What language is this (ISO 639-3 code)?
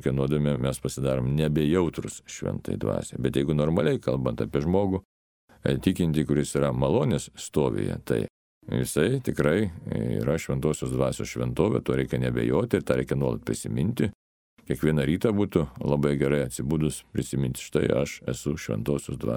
lit